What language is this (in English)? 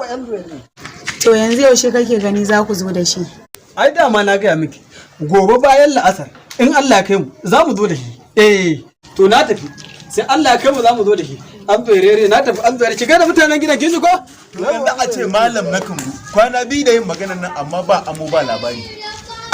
Hausa